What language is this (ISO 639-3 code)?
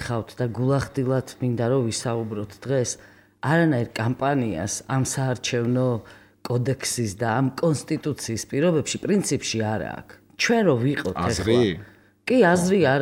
kat